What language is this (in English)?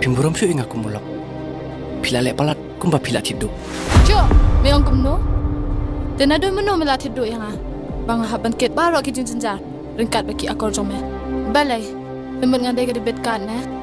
Khasi